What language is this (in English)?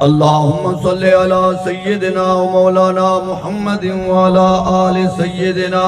Saraiki